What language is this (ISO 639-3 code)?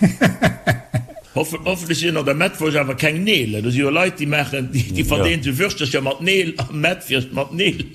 ltz